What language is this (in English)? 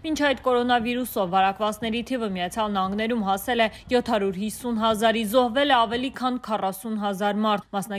Armenian